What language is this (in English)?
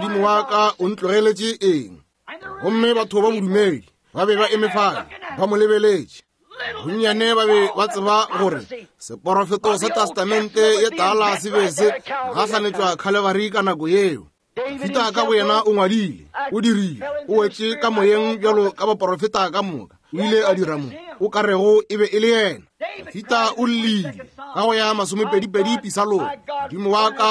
Northern Sotho